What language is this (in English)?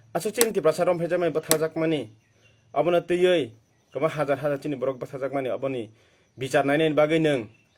Kok Borok